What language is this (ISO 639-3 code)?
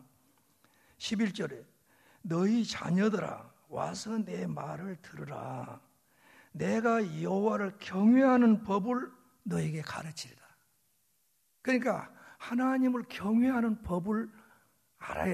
kor